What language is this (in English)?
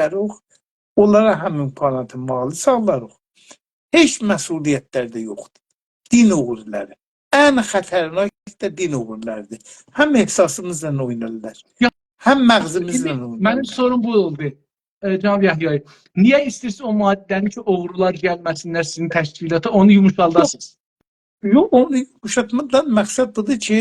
South Azerbaijani